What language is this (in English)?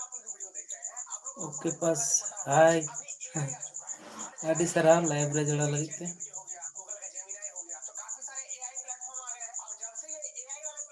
Santali